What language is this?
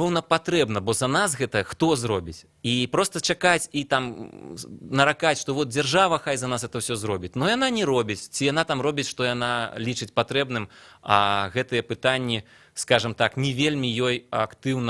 Belarusian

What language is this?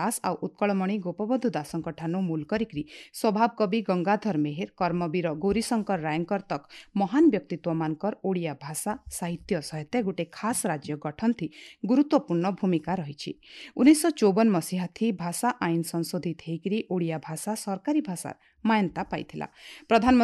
Odia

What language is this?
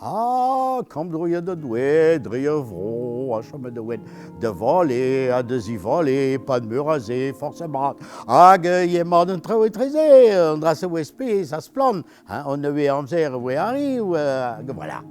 Breton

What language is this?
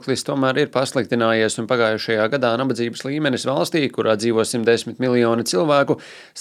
Latvian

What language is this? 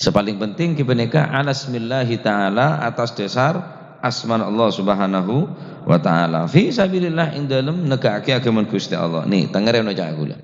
Madurese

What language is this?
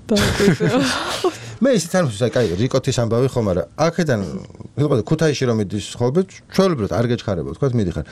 Georgian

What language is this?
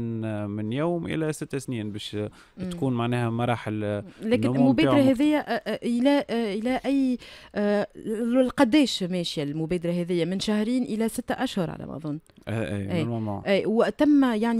Tunisian Arabic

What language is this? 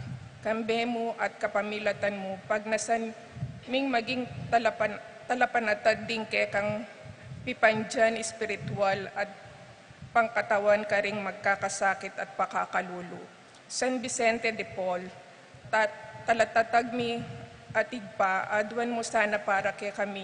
Pampanga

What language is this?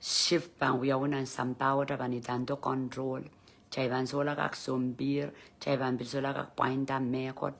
Pohnpeian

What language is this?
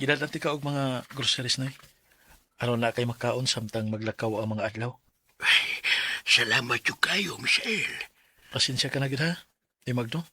Cebuano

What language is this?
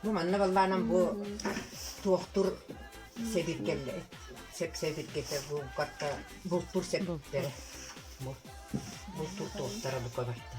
Yakut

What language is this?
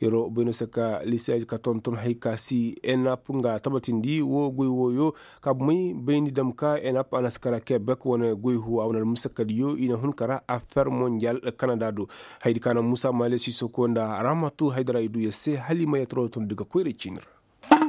Koyraboro Senni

